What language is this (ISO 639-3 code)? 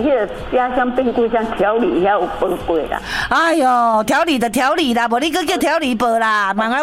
nan